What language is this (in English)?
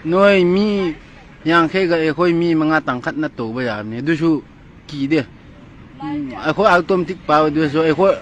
Manipuri